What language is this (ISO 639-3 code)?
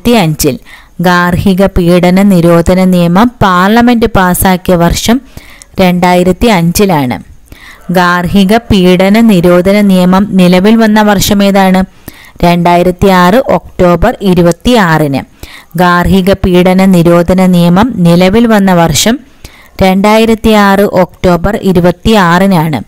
mal